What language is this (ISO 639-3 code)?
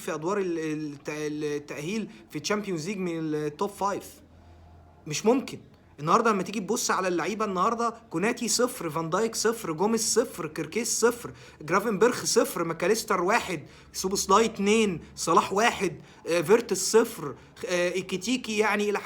arz